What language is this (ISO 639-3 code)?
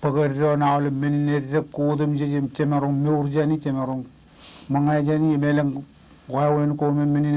mah